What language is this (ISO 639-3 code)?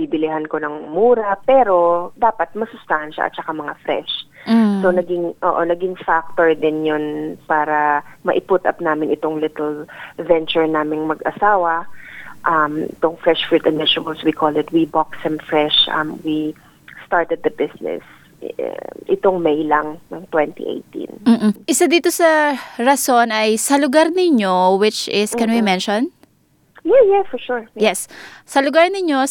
fil